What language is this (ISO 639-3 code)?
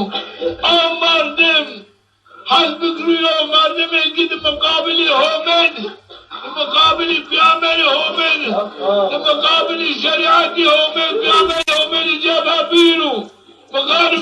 zza